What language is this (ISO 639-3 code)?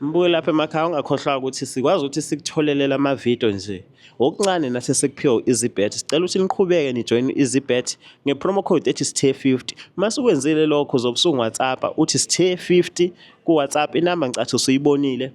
zul